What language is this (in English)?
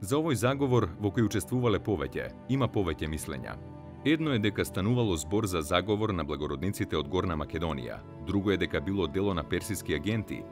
Macedonian